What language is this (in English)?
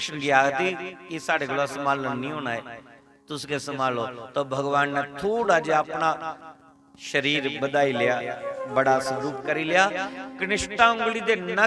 Dogri